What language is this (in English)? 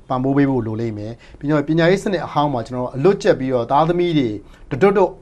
Burmese